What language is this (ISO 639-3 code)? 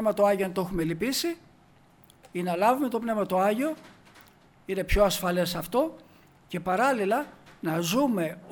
ell